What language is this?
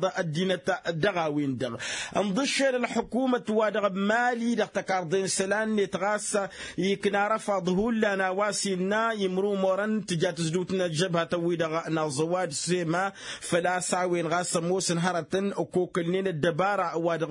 Tamasheq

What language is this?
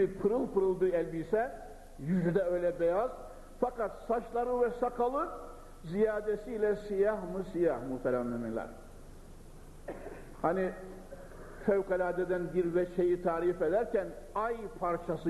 Turkish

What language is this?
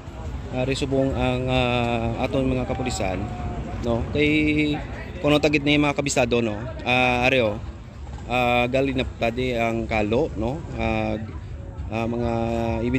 Hiligaynon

